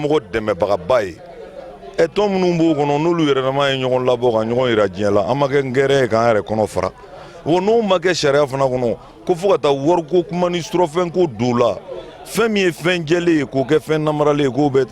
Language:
Bambara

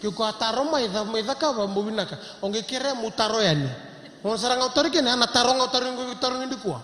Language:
Fijian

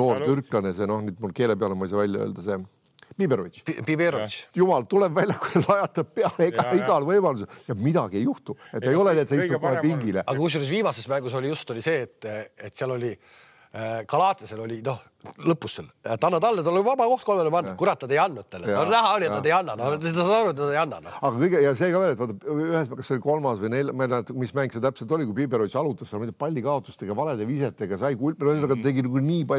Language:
Estonian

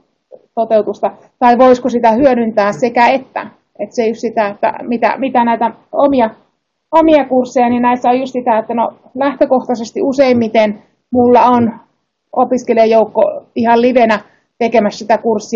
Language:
Finnish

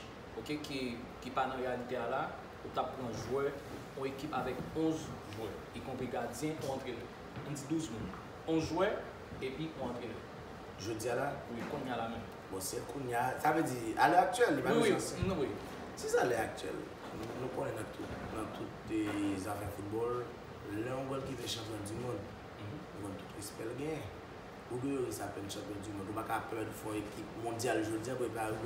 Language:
Haitian Creole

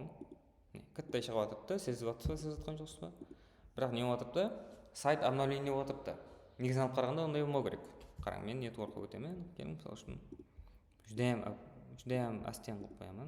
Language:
Kara-Kalpak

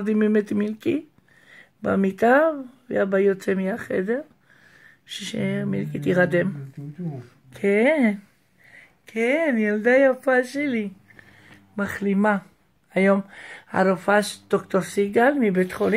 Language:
Hebrew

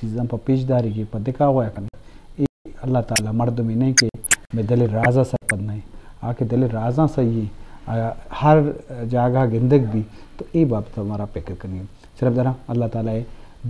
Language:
Eastern Balochi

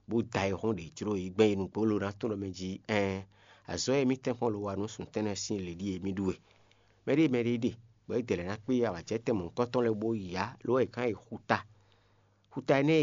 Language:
Fon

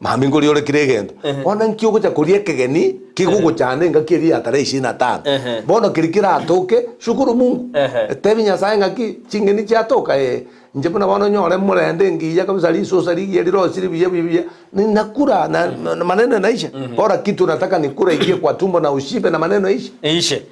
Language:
Gusii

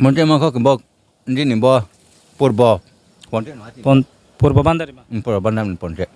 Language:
Riang (India)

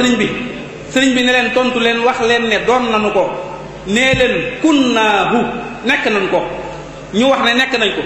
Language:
Wolof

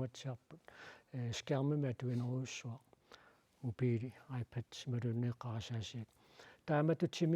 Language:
Kalaallisut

